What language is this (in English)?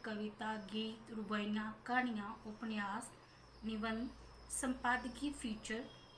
Dogri